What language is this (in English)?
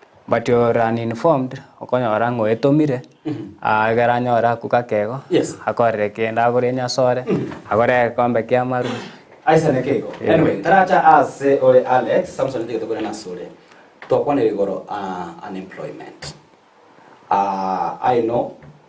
Gusii